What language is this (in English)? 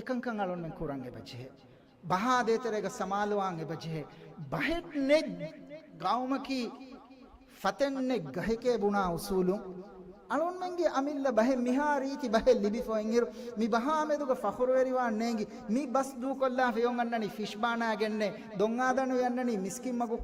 Divehi